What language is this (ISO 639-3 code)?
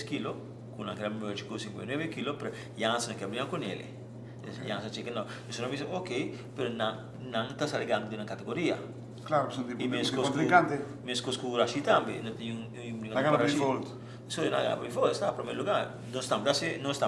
pap